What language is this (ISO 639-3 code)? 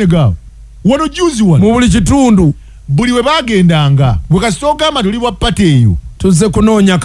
lug